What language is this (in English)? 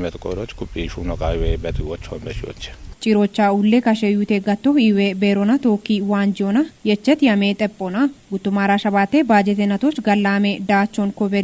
Kafa